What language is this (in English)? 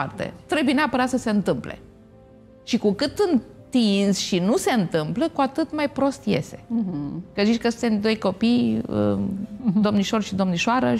Romanian